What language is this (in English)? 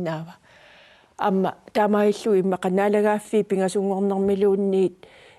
Kalaallisut